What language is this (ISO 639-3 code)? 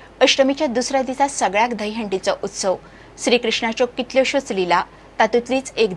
kok